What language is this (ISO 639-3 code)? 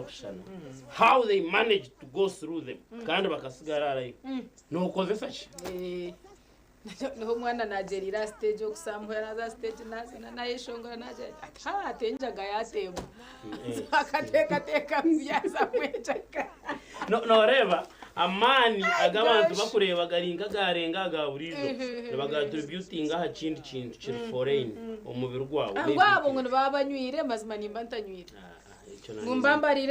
nyn